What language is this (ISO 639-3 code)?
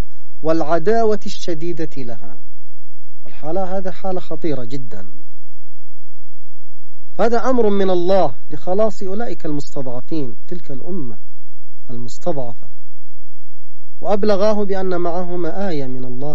ara